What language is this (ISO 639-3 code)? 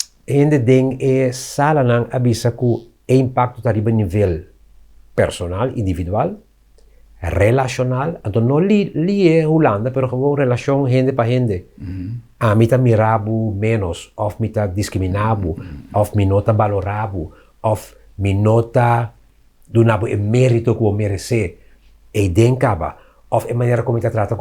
pap